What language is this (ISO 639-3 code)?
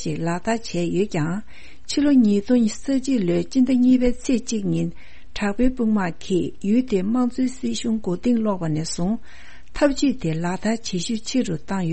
bod